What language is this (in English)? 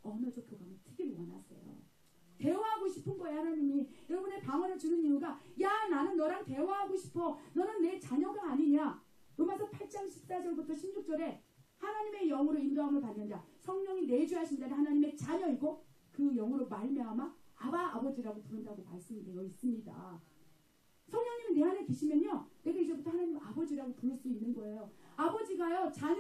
Korean